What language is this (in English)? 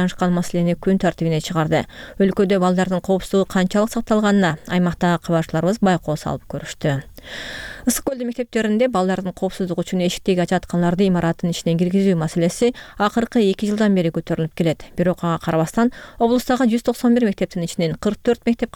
Kyrgyz